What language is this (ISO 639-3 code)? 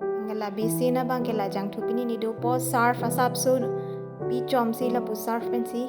mjw